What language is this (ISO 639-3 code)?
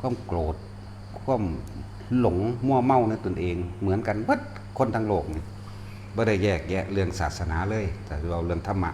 tts